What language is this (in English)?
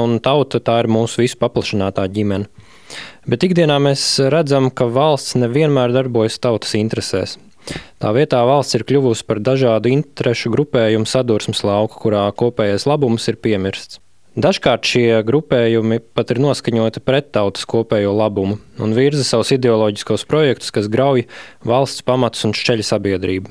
Latvian